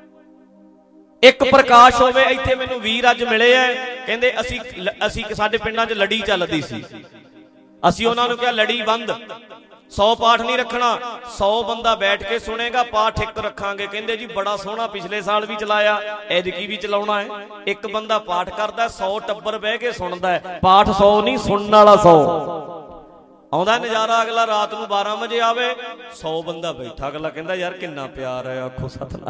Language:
Punjabi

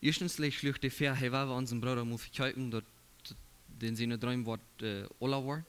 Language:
Plautdietsch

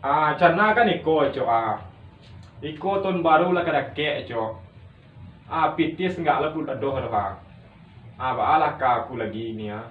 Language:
Minangkabau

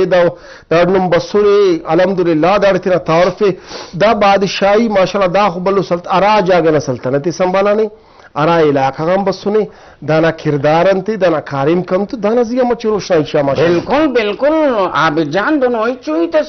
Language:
Brahui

